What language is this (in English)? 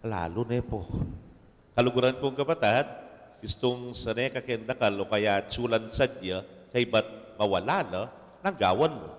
Pampanga